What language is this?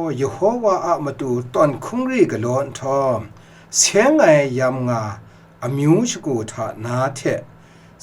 Kachin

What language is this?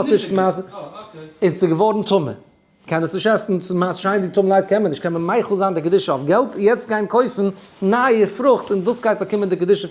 Yiddish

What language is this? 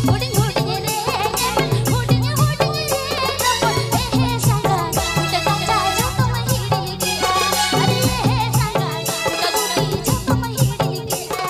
Santali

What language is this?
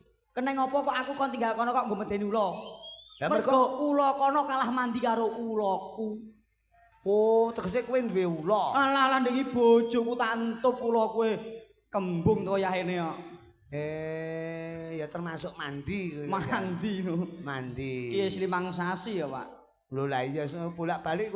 Javanese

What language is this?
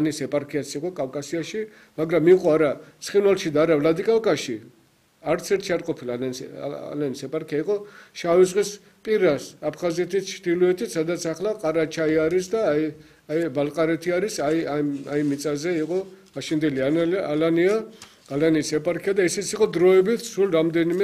Georgian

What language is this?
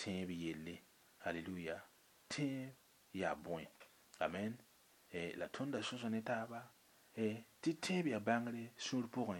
Mossi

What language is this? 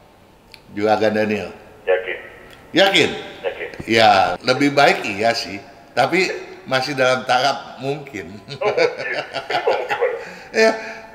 Indonesian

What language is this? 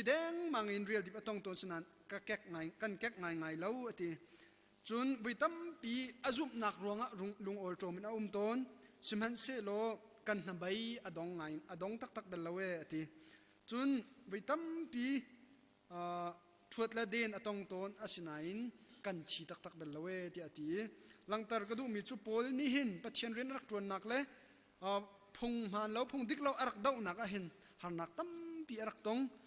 Hakha Chin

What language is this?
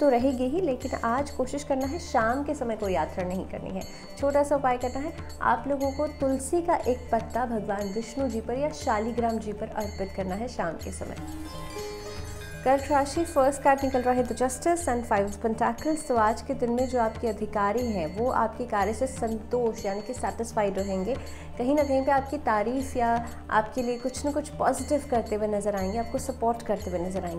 Hindi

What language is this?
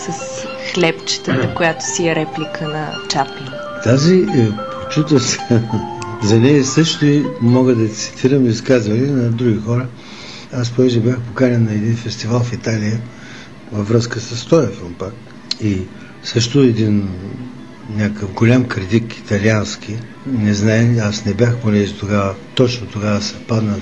Bulgarian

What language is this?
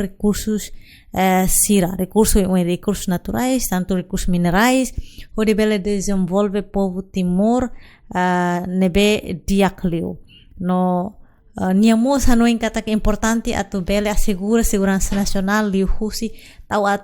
Tetum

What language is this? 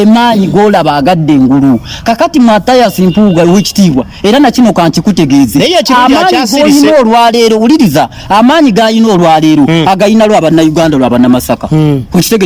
Ganda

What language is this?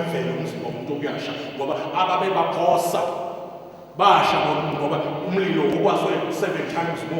Zulu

